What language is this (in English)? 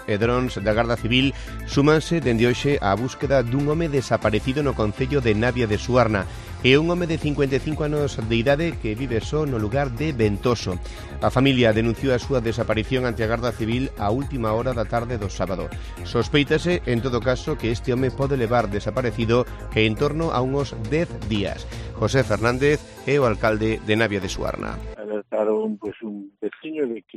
Galician